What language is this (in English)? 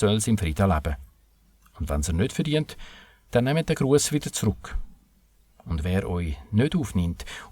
Swiss German